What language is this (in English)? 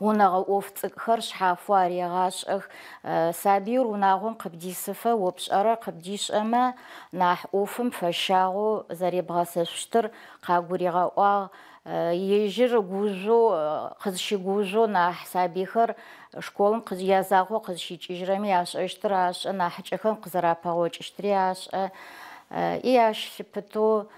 Adyghe